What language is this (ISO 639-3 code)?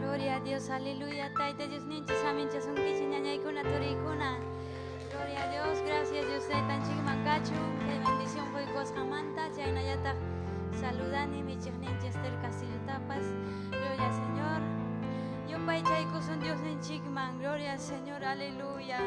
quy